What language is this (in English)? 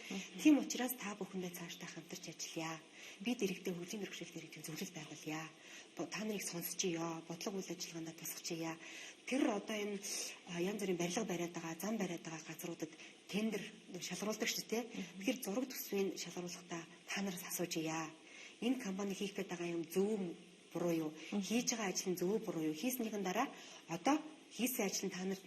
Mongolian